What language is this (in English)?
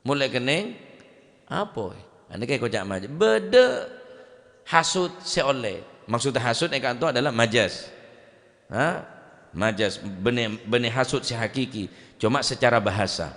Madurese